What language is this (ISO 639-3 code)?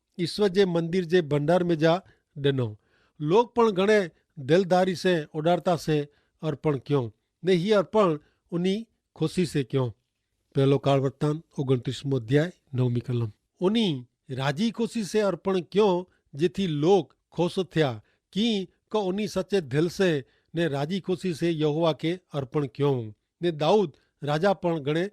kfr